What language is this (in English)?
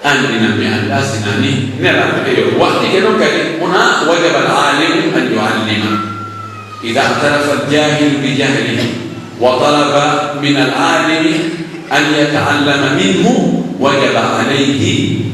Pular